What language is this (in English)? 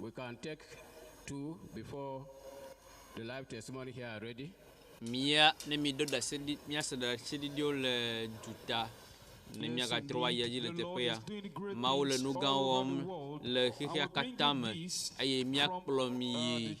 Ewe